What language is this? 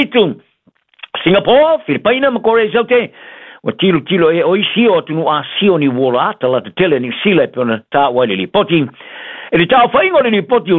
Samoan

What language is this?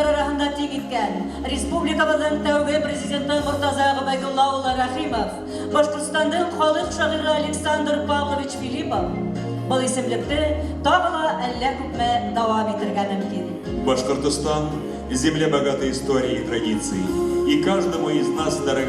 Bashkir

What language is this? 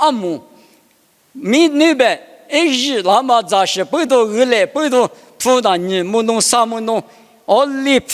Lisu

